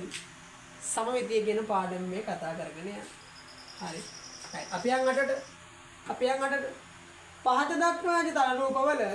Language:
Sinhala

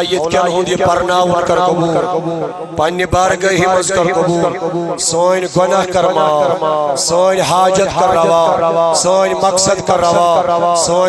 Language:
Kashmiri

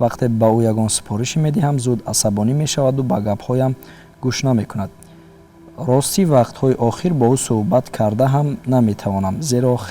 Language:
Tajik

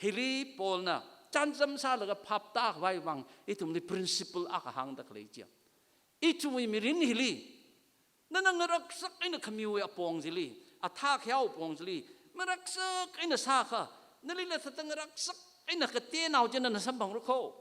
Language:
Tangkhul Naga (India)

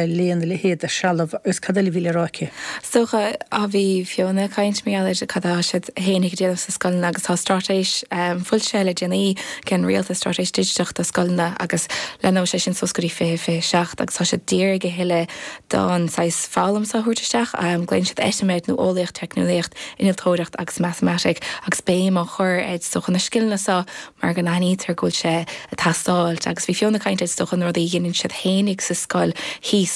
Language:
Irish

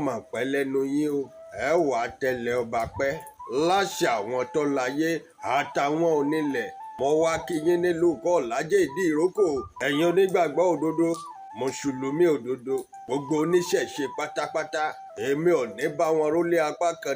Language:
Yoruba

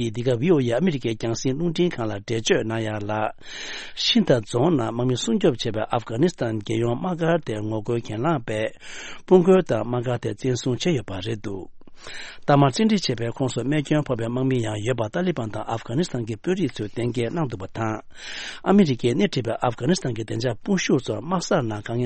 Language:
Tibetan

